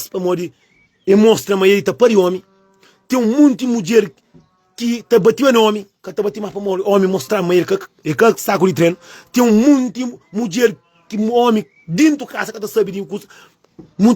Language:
Kabuverdianu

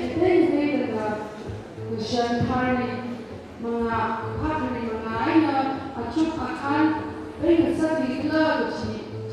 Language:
Tangkhul Naga (India)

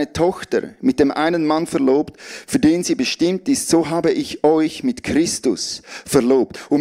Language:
Swiss German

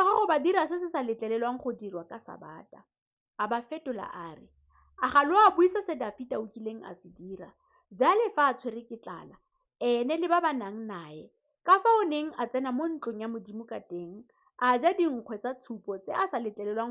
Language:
Tswana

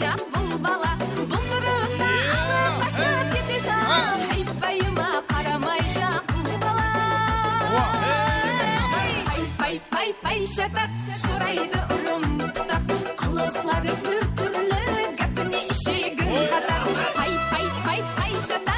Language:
Kara-Kalpak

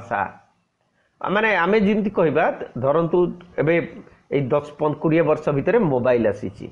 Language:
Odia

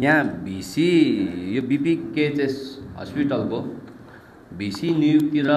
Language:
Nepali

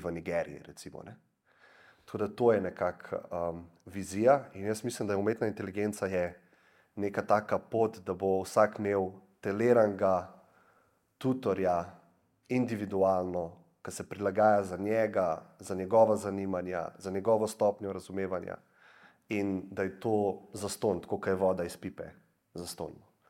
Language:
Slovenian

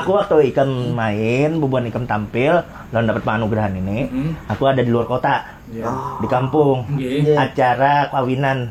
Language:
Banjar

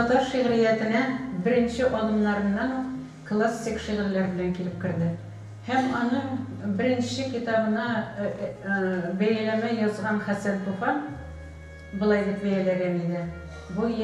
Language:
Tatar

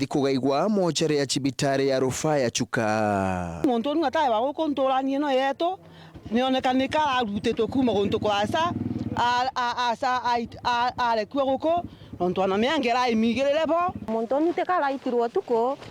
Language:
Meru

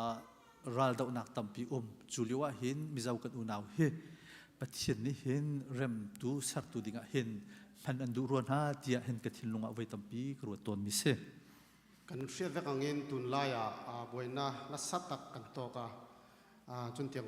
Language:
Hakha Chin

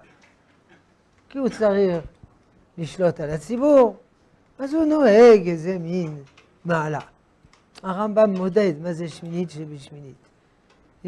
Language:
Hebrew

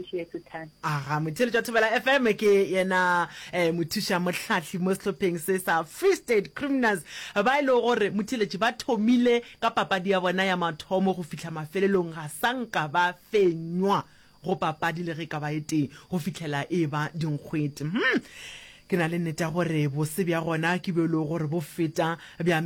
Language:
Northern Sotho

